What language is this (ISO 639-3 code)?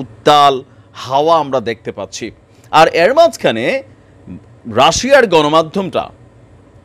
ben